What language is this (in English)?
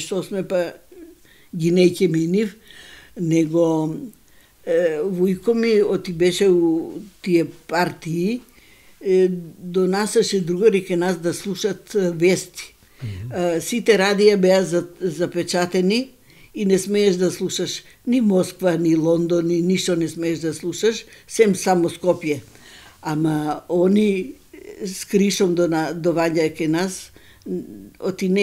Macedonian